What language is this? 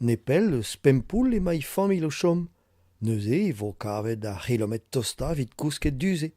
Breton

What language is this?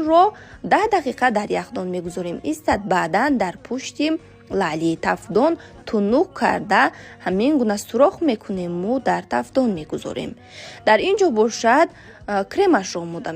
Tajik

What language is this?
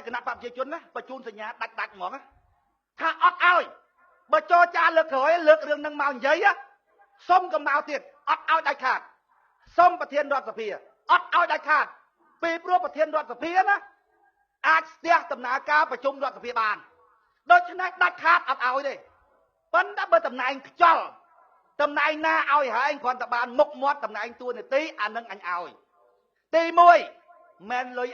Khmer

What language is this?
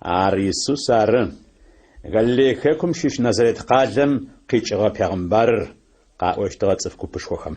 Adyghe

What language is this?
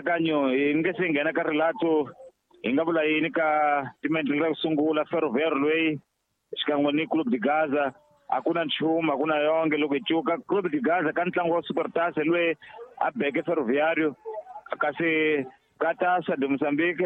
Tsonga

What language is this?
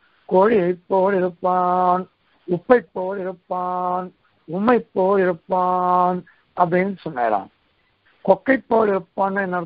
Tamil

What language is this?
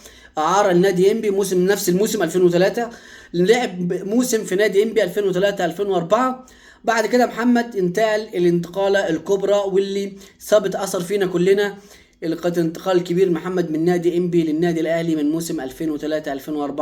Egyptian Arabic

